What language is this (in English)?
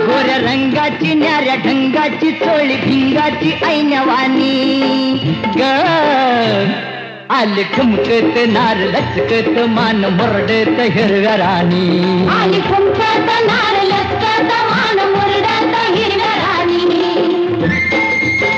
Marathi